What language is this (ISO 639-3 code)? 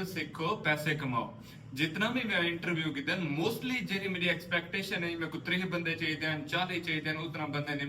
skr